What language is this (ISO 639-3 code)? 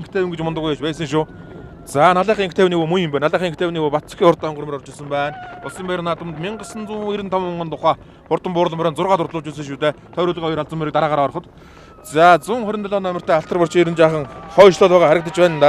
mon